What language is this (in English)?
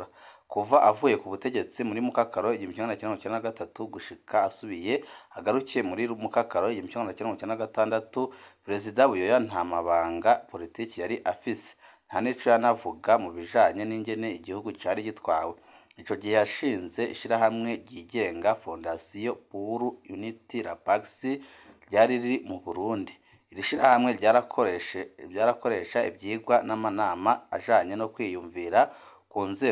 Rundi